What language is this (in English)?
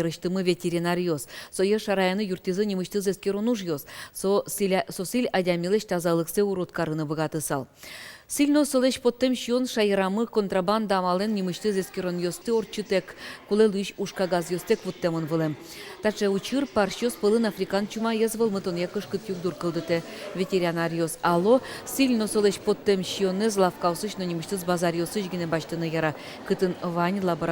Udmurt